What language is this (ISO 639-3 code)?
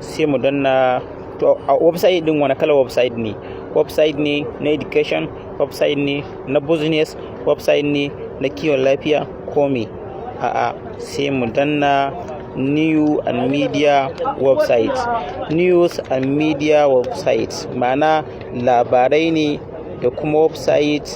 hau